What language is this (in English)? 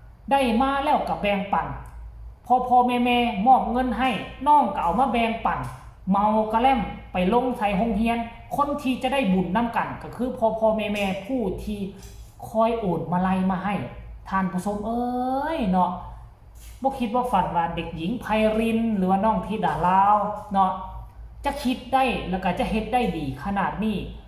Northeastern Thai